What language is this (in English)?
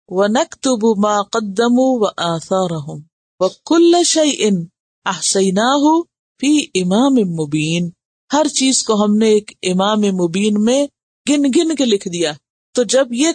Urdu